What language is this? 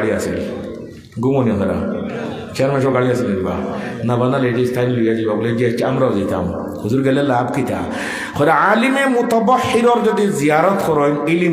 Sylheti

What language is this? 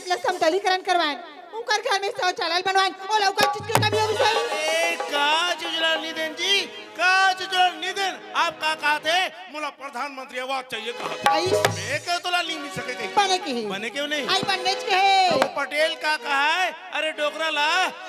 Chhattisgarhi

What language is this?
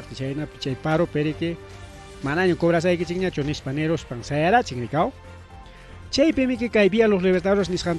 Ayacucho Quechua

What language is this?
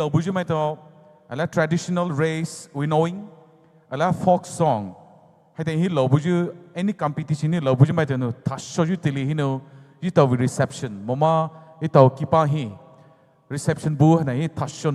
Poumei Naga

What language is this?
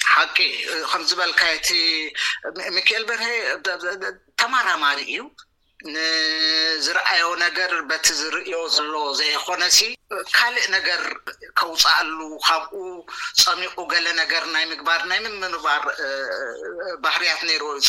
Tigrinya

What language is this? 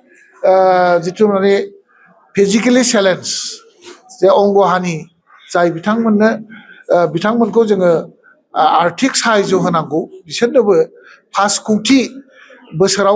Bodo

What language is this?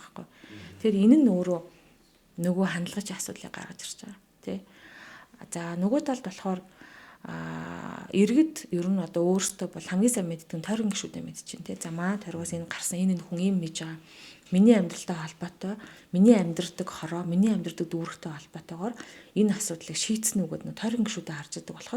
Mongolian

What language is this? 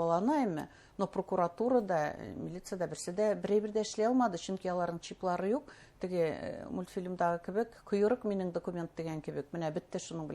Bashkir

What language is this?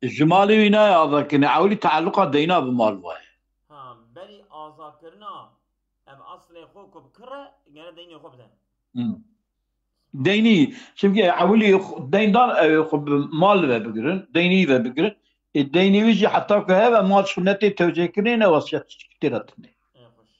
Kurdish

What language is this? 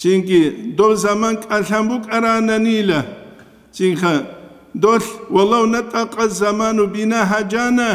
Avaric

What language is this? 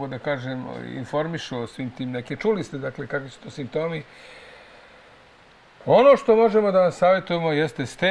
Serbian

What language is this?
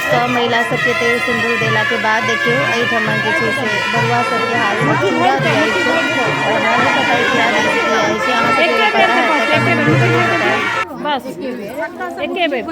Maithili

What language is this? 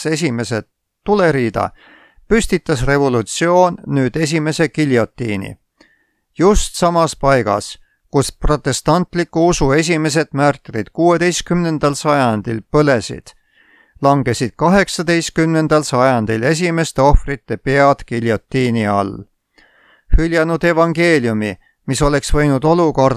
Estonian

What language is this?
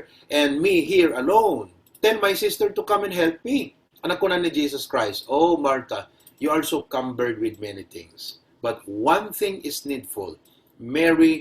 Iloko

